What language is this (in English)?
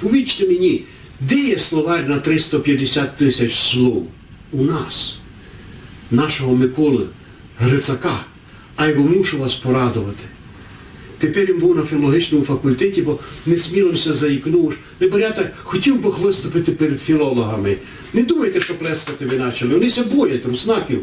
Rusyn